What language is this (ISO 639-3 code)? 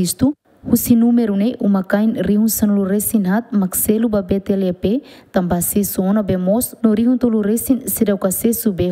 tet